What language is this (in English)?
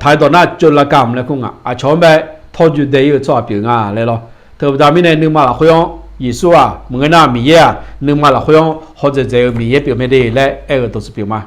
Akha